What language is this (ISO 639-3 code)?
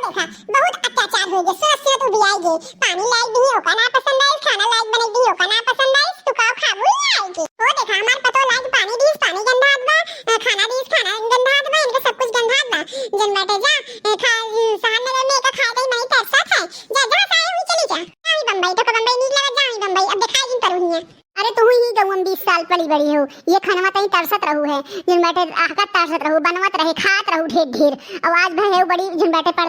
awa